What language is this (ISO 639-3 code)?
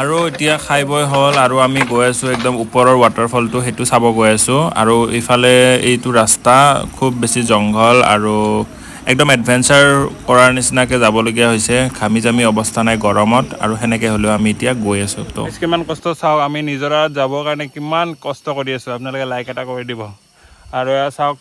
asm